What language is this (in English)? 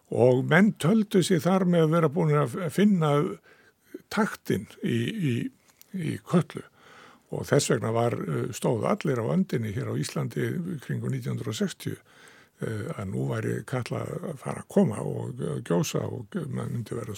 Icelandic